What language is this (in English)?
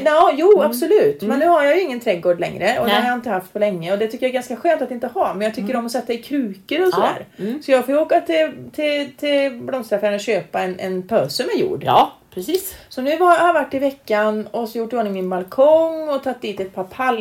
Swedish